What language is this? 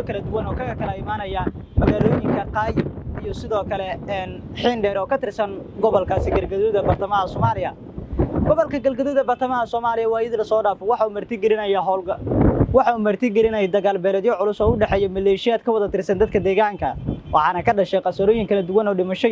Somali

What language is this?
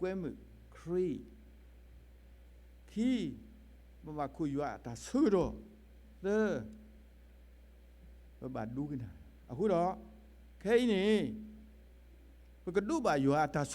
S'gaw Karen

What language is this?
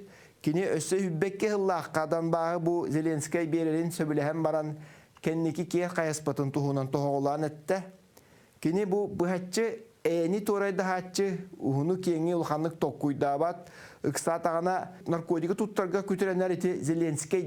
Yakut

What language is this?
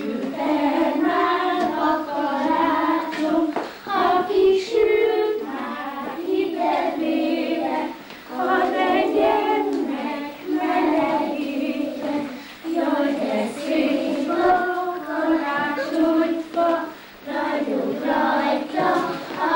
Hungarian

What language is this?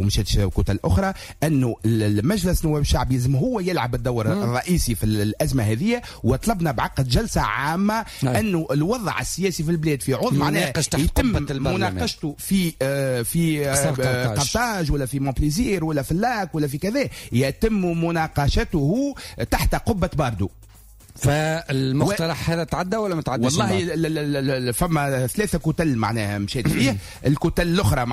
Tunisian Arabic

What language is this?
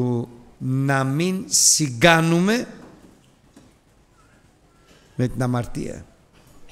Greek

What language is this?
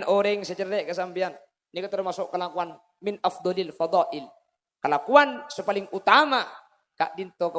Madurese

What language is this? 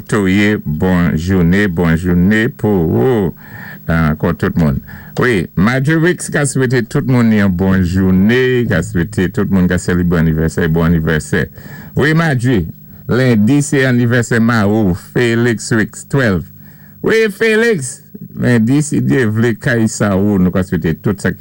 Saint Lucian Creole French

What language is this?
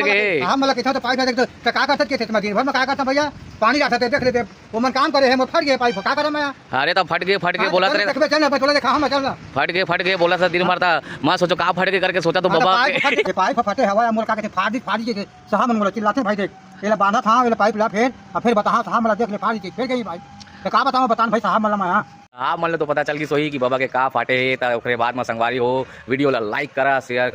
Chhattisgarhi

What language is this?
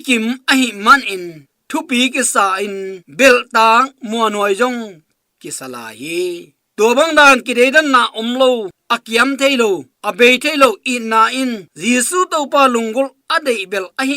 Tedim Chin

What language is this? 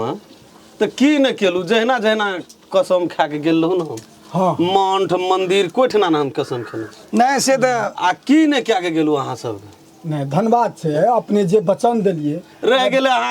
Maithili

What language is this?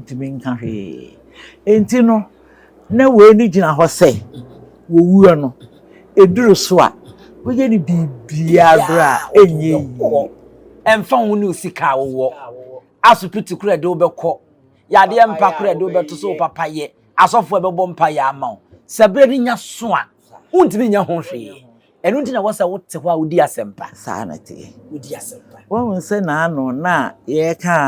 Akan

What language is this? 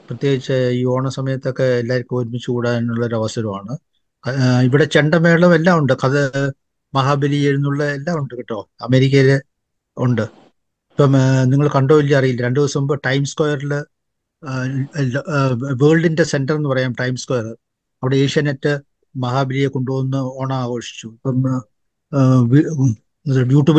Malayalam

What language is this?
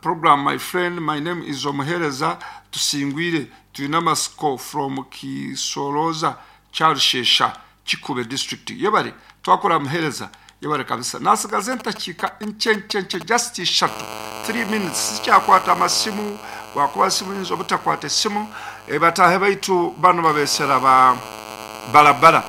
Nyankole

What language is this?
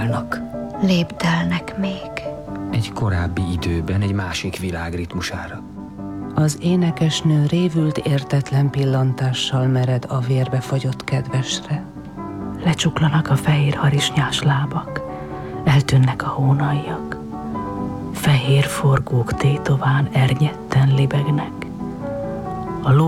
Hungarian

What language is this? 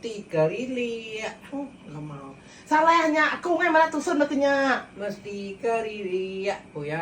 Iban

